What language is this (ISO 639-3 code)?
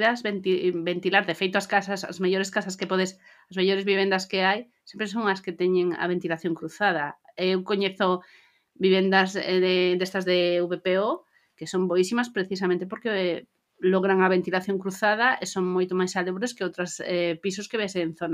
glg